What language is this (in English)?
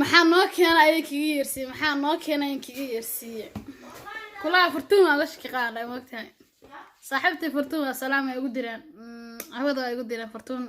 Somali